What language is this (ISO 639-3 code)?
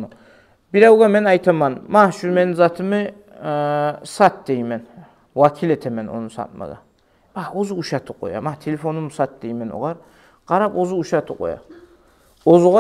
kum